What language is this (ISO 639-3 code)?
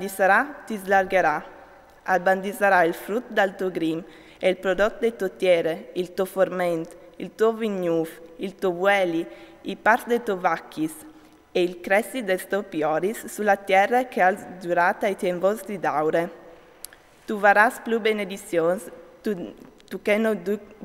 fur